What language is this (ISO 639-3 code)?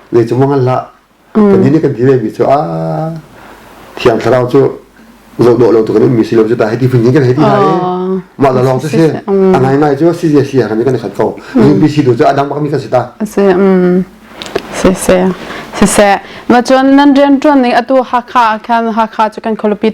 cnh